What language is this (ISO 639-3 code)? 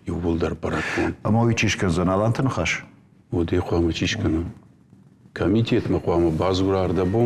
oss